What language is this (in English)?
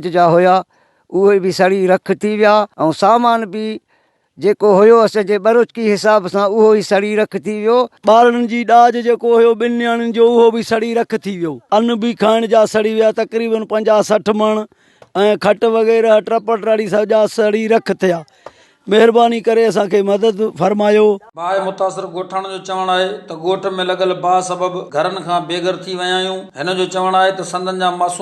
Sindhi